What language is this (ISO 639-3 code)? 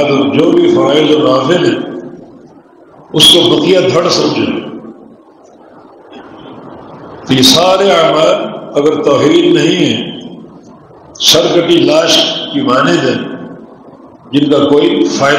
urd